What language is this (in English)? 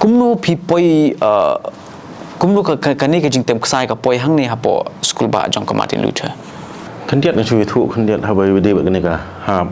Khasi